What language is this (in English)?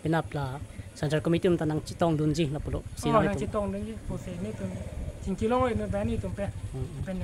Karbi